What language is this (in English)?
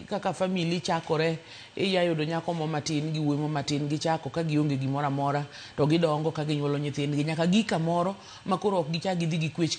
Luo (Kenya and Tanzania)